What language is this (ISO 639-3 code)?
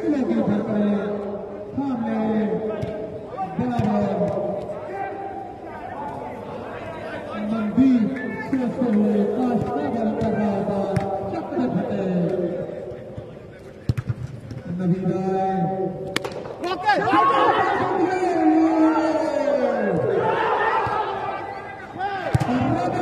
hin